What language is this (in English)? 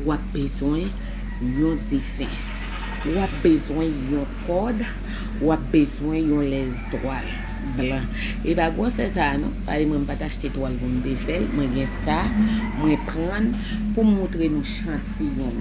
Haitian Creole